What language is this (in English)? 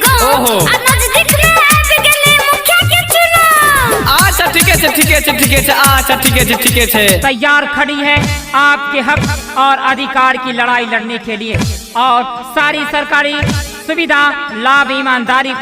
Maithili